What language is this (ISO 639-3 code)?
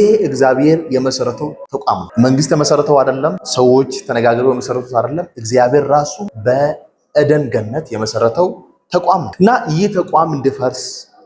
amh